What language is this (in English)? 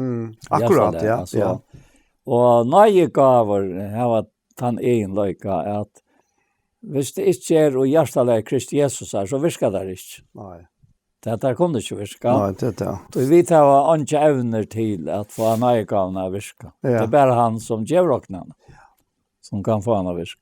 Faroese